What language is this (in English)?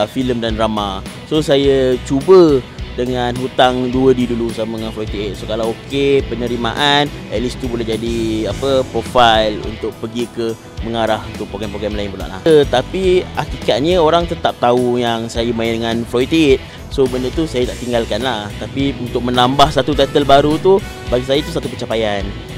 Malay